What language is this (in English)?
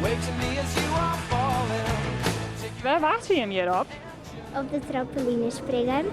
Western Frisian